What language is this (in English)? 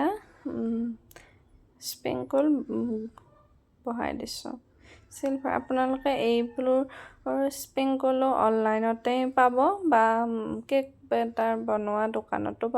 Assamese